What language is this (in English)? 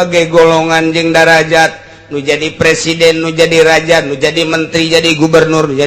Sundanese